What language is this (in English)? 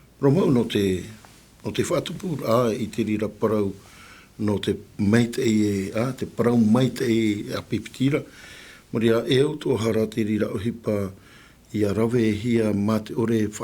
Tahitian